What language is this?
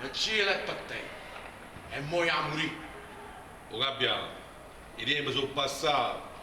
Neapolitan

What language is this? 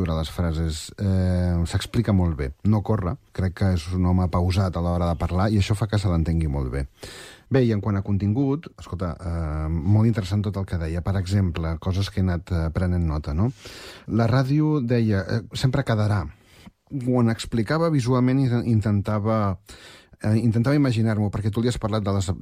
Catalan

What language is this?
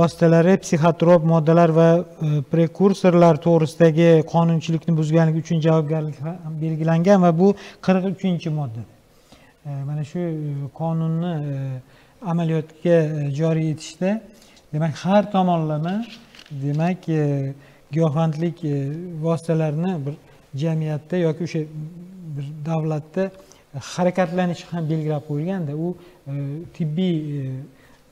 Uzbek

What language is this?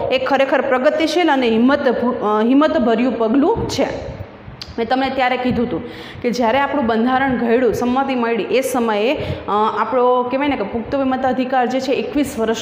Gujarati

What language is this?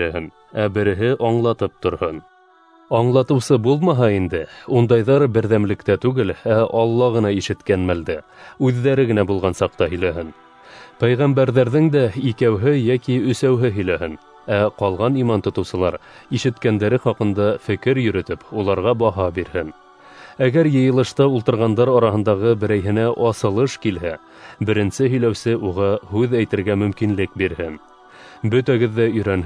Bashkir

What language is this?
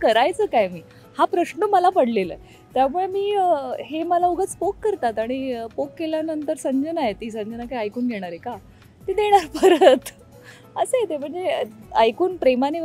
Marathi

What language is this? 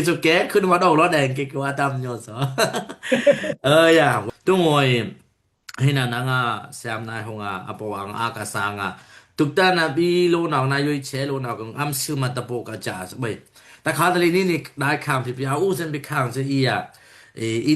Daai Chin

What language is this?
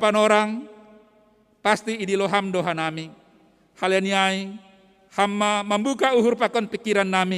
Batak Simalungun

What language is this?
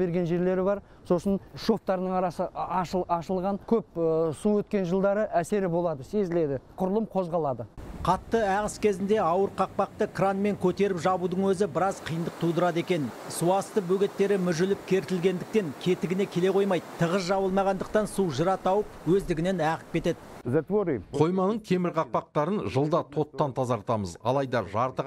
Kazakh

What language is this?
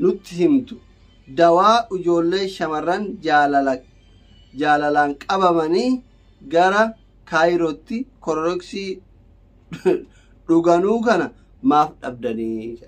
Oromo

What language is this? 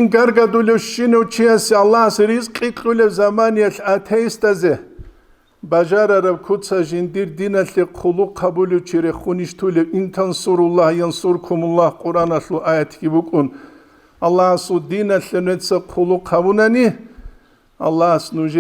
Avaric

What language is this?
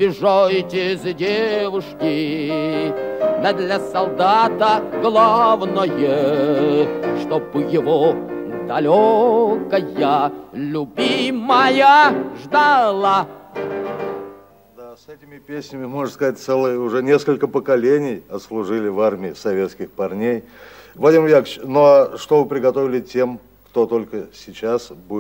Russian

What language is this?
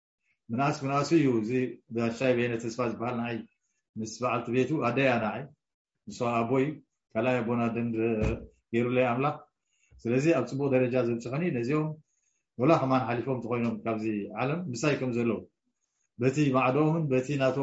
Tigrinya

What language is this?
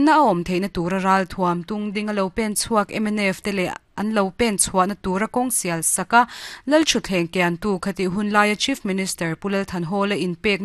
Mizo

